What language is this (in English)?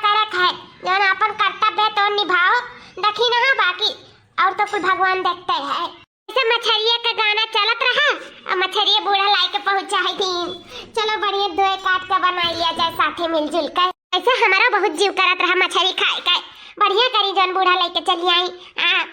Awadhi